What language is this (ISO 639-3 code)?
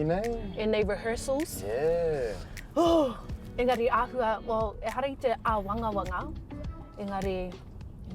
mri